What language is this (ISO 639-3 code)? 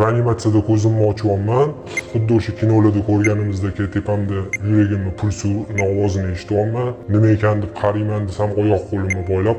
uzb